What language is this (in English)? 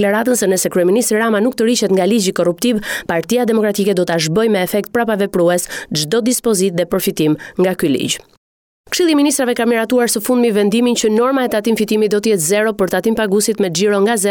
Albanian